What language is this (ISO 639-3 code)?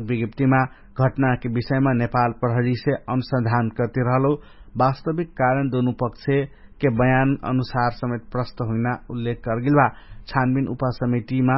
thl